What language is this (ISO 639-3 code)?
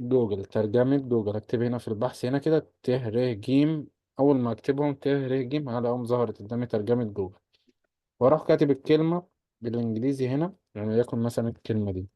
arz